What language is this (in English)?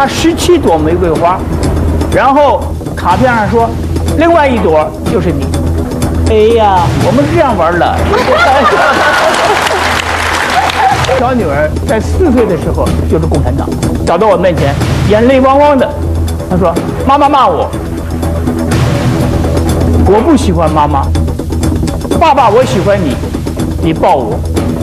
Chinese